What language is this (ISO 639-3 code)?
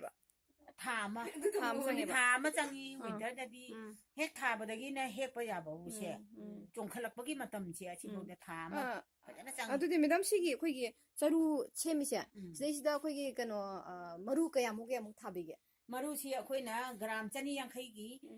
mni